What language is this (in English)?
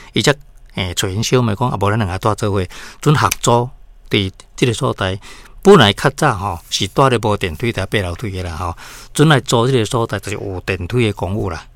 Min Nan Chinese